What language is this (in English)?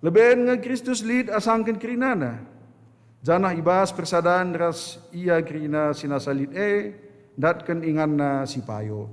Batak Karo